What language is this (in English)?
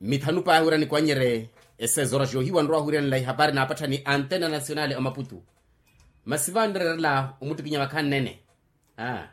Makhuwa